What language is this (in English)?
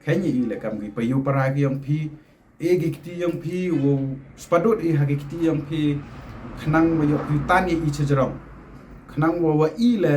Pnar